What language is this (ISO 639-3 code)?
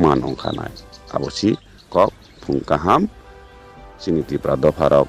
ria